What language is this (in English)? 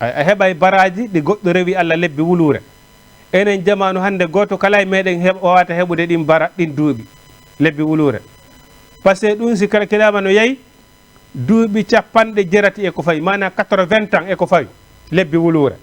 Fula